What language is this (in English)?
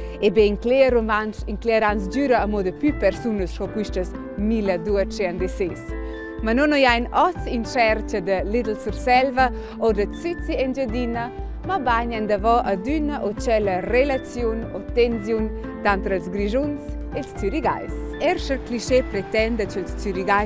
Romansh